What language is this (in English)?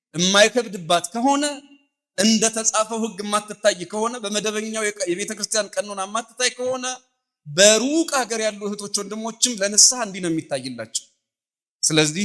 Amharic